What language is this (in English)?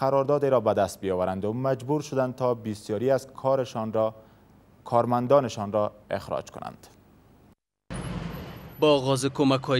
Persian